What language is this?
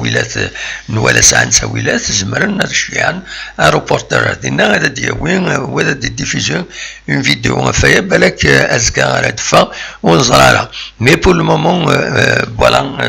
Kabyle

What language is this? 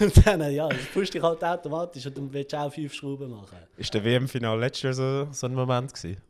Swiss German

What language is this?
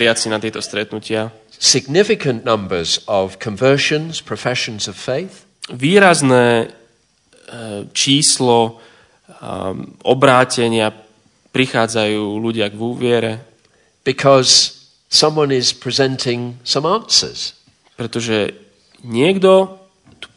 Slovak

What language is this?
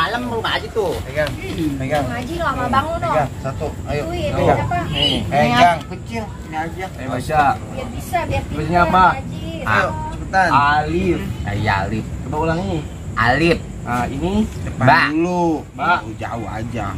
Betawi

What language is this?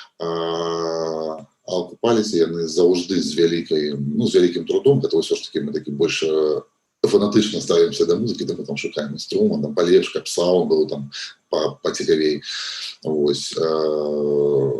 Belarusian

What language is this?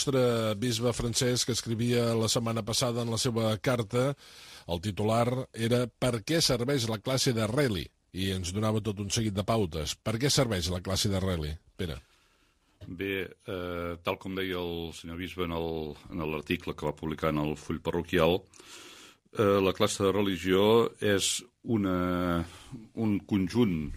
Catalan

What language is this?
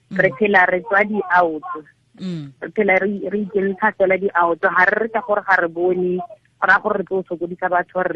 Tswana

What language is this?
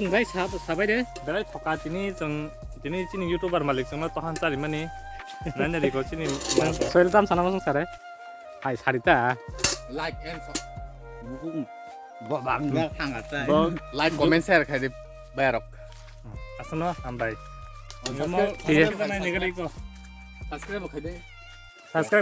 Kok Borok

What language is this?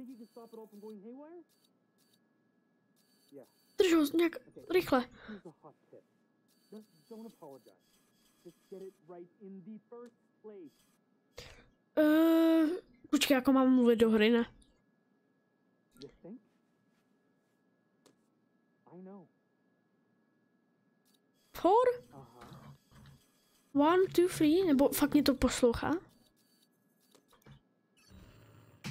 Czech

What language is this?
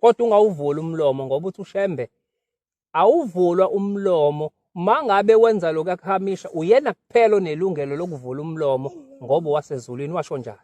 Zulu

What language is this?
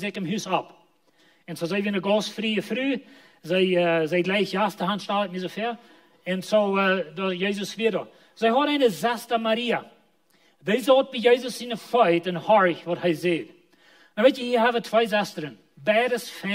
Plautdietsch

